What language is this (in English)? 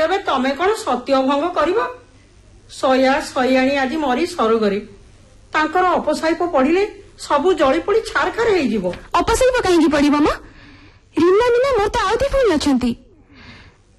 Odia